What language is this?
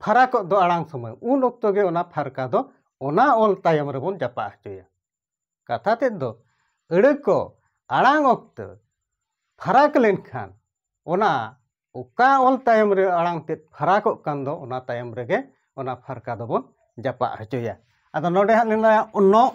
Santali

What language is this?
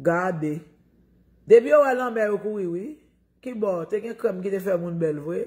Haitian Creole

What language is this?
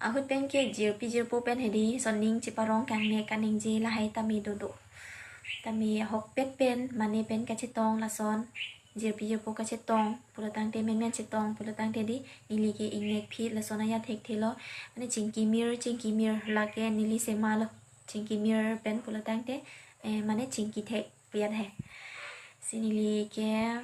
Karbi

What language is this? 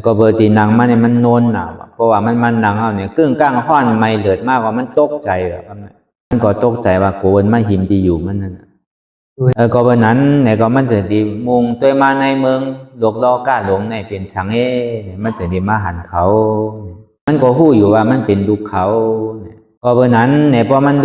Shan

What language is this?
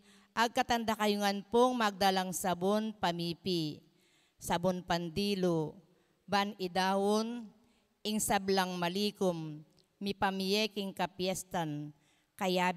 Pampanga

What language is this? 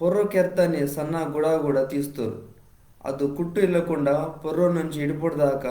Koya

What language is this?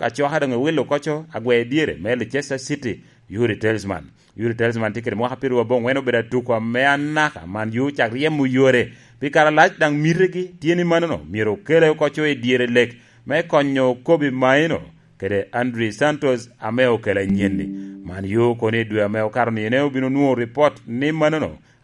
Lango (Uganda)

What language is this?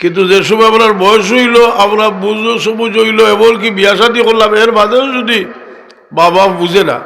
Sylheti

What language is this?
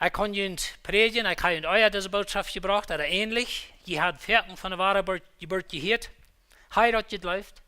Plautdietsch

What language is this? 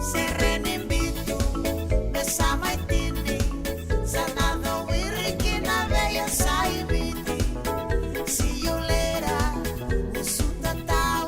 Fijian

